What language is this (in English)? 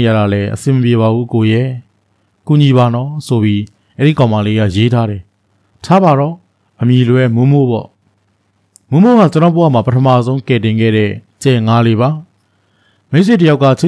Burmese